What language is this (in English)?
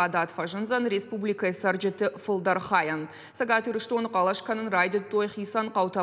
Ossetic